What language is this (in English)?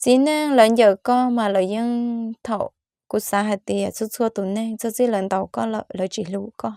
Hmong